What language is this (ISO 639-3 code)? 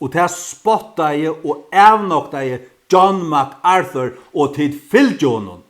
fao